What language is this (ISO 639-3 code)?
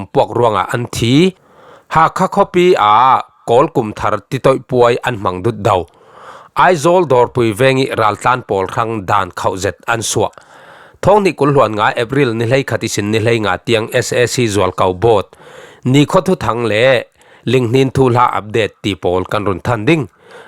cfm